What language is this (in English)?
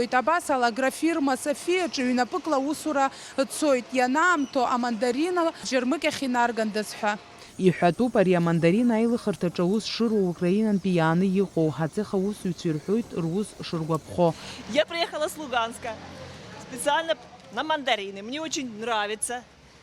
Abkhazian